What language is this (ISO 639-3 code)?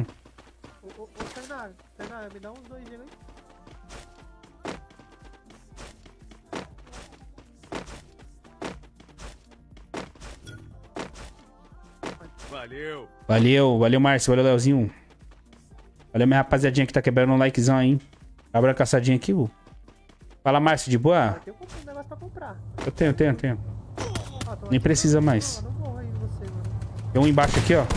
por